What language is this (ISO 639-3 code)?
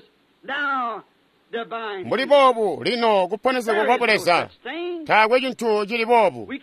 toi